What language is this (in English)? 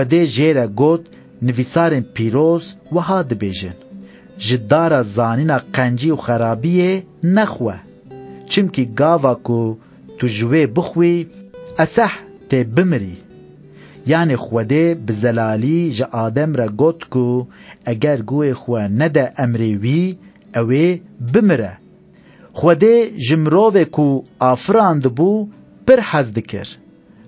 Kurdish